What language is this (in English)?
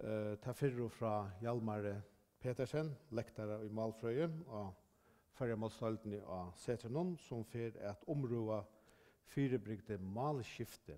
Faroese